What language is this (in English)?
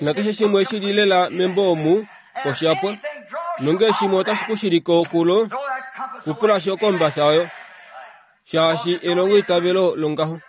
Kuanyama